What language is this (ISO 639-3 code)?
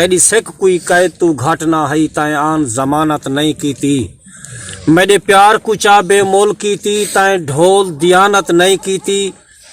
skr